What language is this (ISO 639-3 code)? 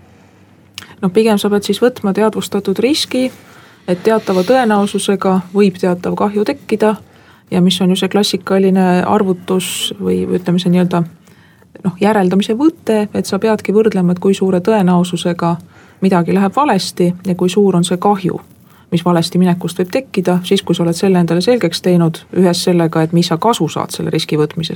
est